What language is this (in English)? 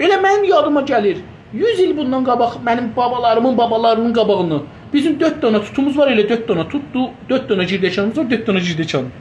South Azerbaijani